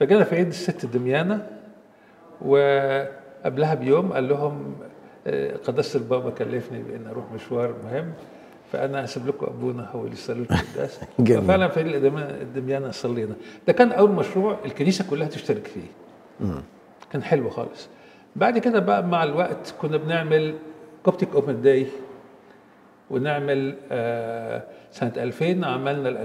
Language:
Egyptian Arabic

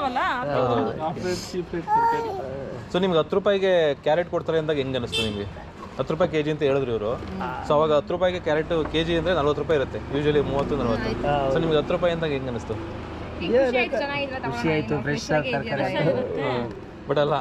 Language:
Kannada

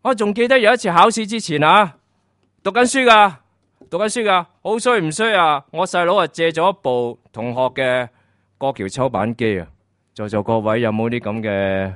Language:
Cantonese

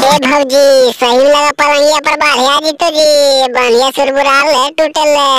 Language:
Magahi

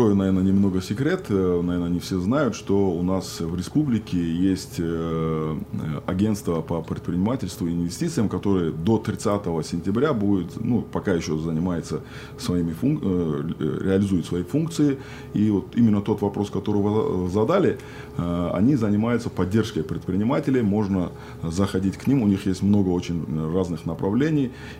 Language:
Russian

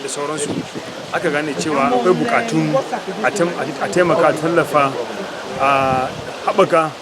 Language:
Hausa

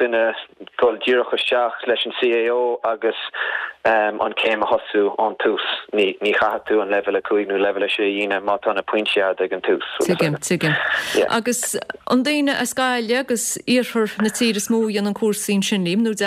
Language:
Irish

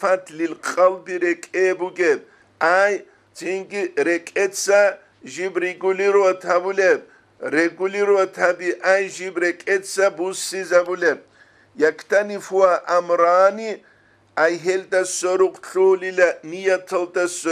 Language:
Avaric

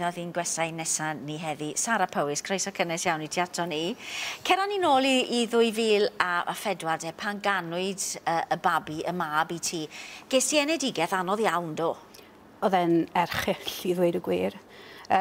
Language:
Welsh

